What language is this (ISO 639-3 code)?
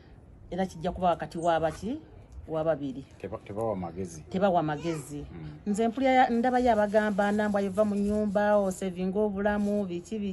lug